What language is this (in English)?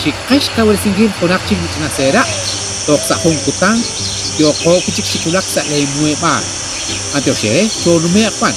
Kekchí